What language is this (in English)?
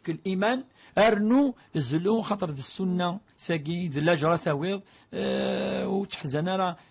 Kabyle